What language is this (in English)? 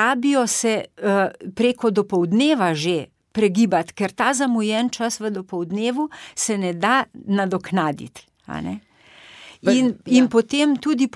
Slovenian